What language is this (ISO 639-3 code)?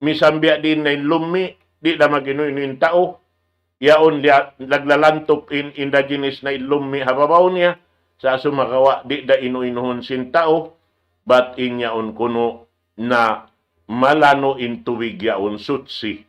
tsg